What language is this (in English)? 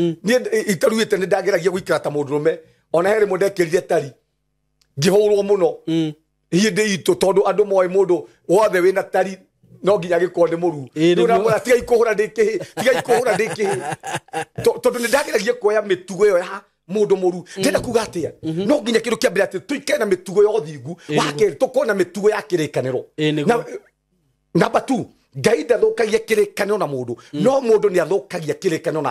Kikuyu